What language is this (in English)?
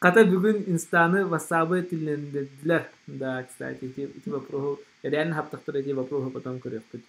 Yakut